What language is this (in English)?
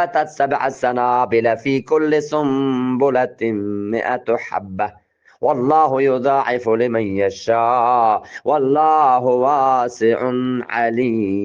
Eastern Balochi